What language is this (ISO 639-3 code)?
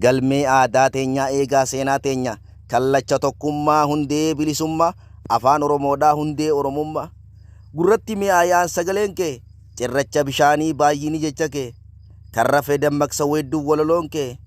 orm